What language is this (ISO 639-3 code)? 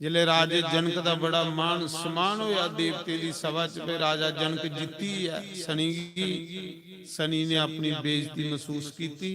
doi